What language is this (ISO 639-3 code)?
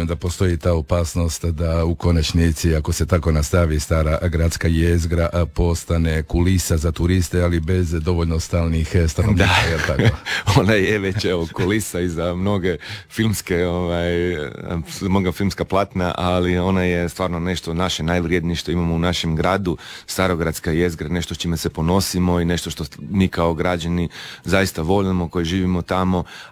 hrv